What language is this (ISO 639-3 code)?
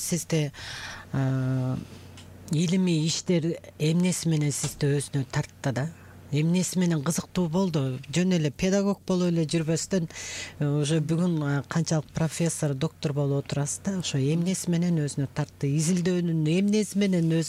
kir